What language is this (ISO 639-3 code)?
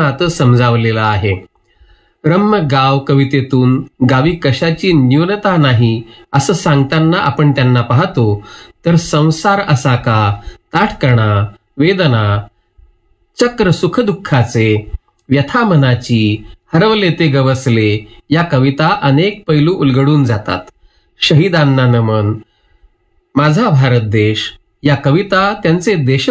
mar